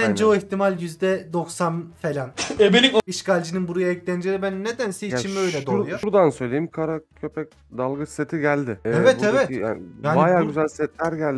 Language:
Turkish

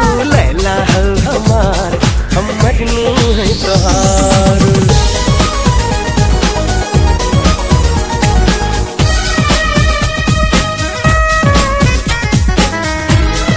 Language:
Bhojpuri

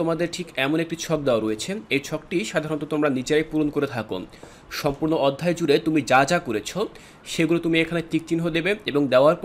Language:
Bangla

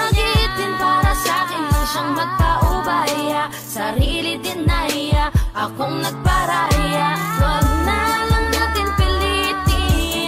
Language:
Filipino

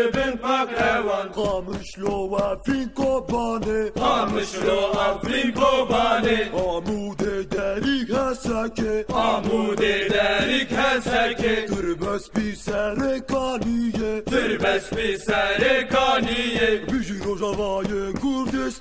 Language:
Basque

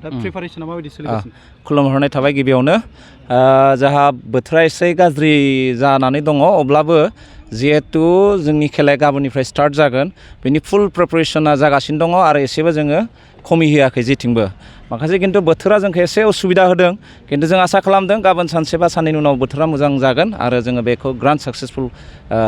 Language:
Bodo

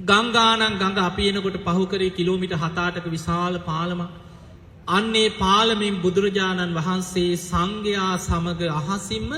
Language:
Sinhala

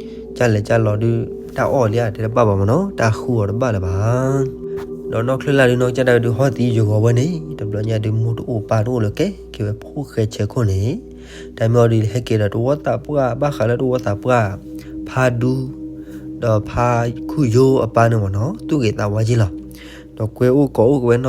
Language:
S'gaw Karen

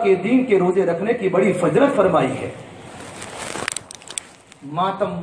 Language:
Urdu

